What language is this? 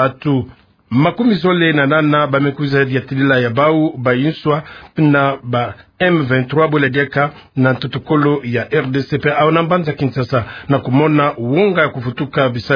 Kituba (Democratic Republic of Congo)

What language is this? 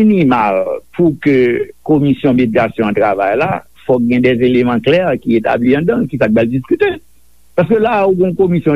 Haitian Creole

